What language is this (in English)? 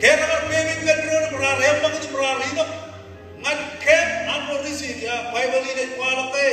Marshallese